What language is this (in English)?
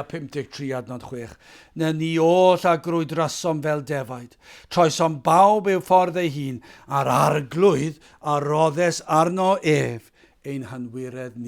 Welsh